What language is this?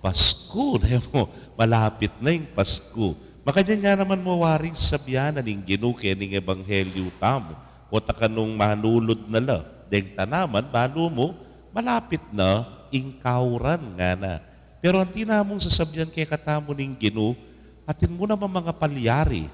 Pampanga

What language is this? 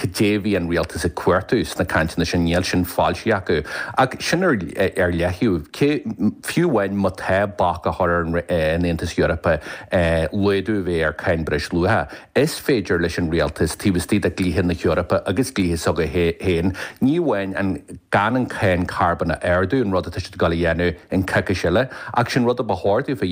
Irish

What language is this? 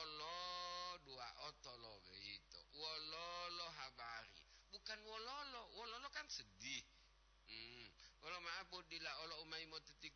Gorontalo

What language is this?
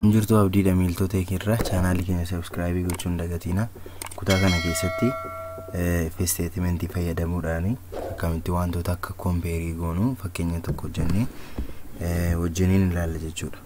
Oromo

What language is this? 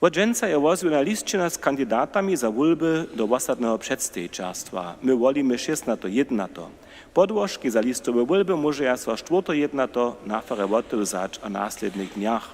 Upper Sorbian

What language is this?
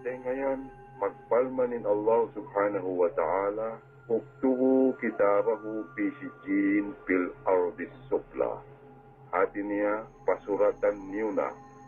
Tausug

